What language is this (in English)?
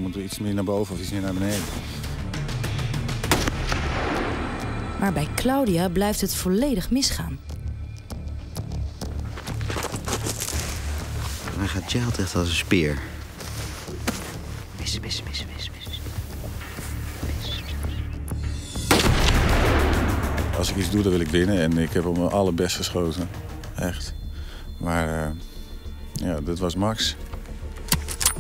Dutch